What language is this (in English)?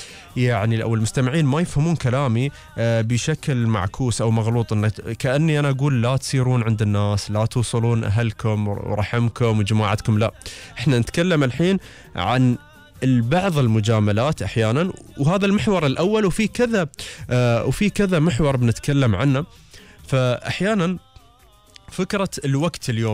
Gulf Arabic